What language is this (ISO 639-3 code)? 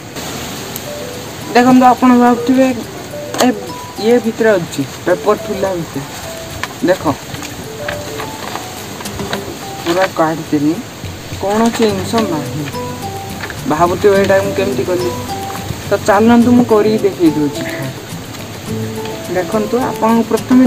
ori